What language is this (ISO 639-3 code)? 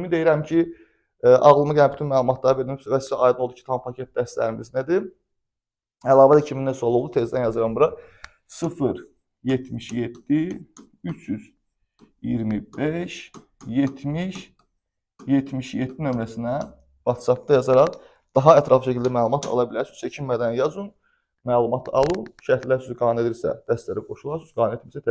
aze